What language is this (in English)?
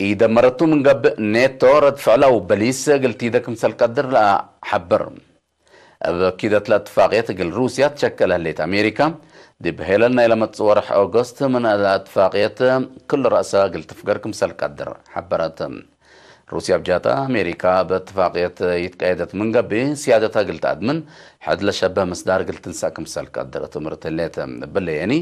Tigre